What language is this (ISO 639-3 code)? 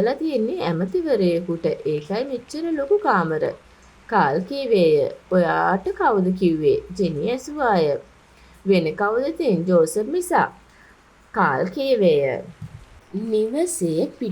sin